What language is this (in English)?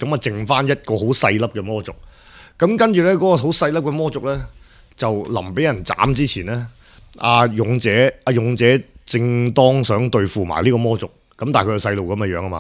Cantonese